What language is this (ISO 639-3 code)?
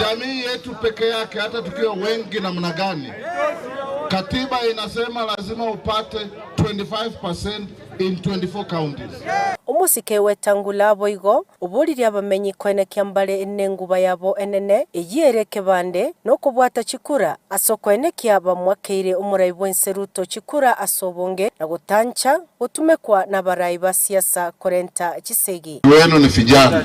guz